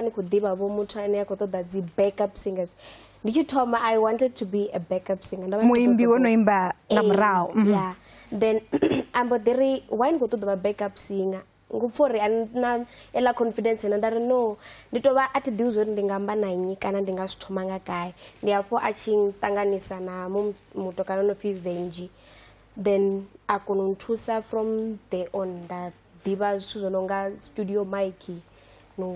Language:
Venda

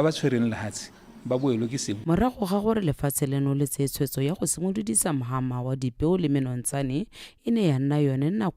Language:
Tswana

